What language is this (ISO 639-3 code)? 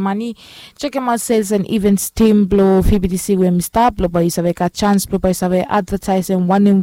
bis